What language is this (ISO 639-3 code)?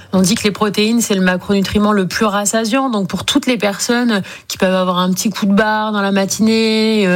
fra